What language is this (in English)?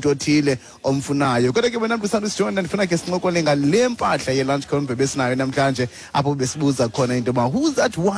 Xhosa